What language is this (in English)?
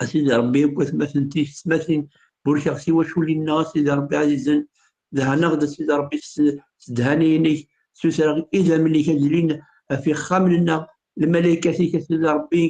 Kabyle